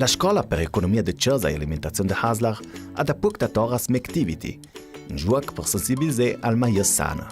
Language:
Ladin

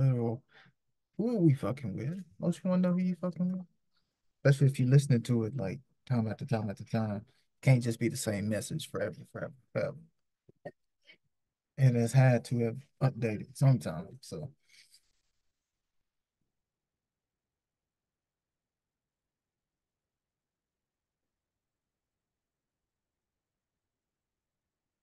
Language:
English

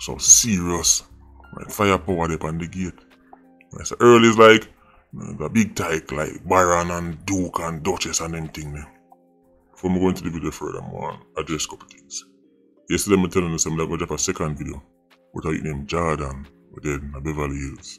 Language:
Jamaican Creole English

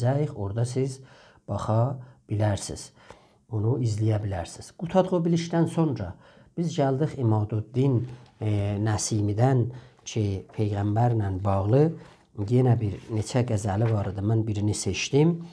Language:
South Azerbaijani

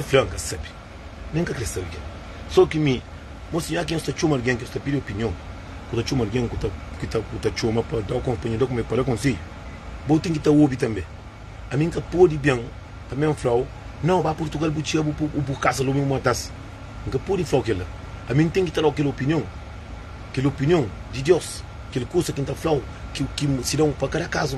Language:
Kabuverdianu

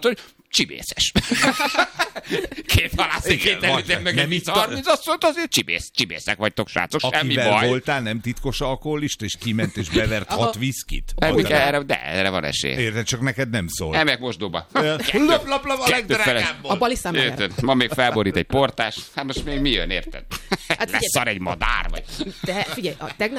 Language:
Hungarian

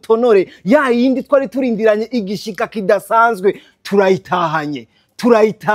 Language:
Rundi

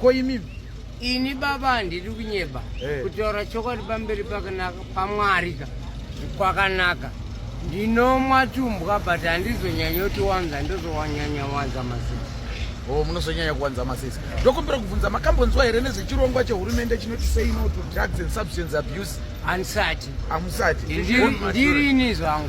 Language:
Shona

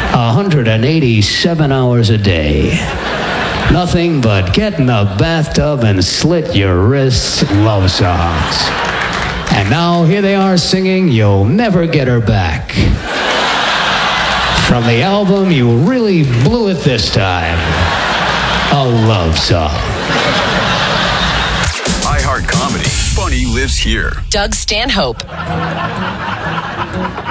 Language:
English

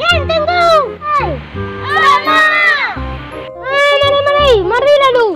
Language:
Minangkabau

